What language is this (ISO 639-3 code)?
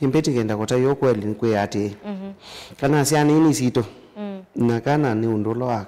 kam